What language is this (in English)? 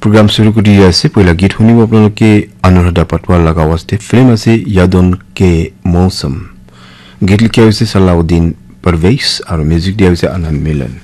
Naga Pidgin